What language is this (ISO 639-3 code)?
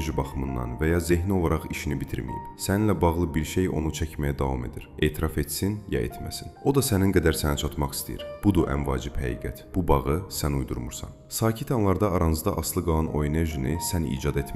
aze